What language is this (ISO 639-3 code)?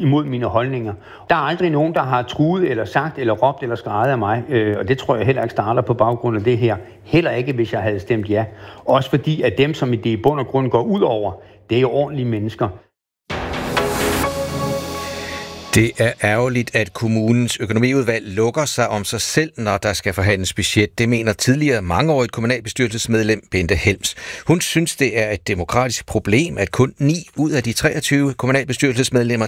dan